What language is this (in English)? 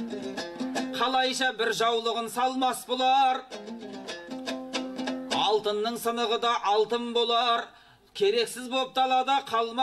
Kazakh